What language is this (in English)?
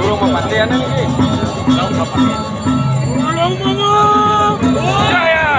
Balinese